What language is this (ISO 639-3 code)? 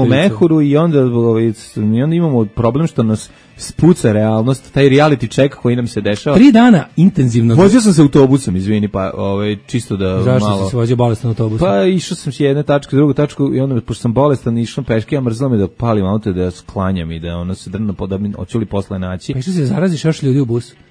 srp